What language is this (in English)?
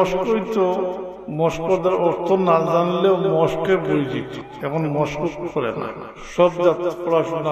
Sylheti